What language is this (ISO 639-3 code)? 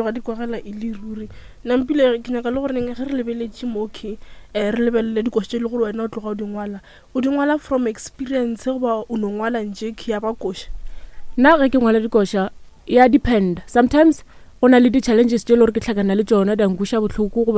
nso